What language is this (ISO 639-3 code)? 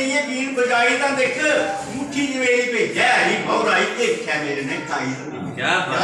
doi